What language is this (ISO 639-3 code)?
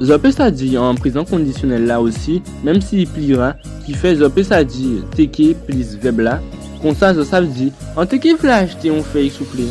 gcf